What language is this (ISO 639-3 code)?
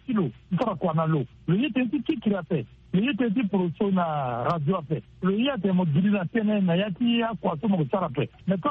sag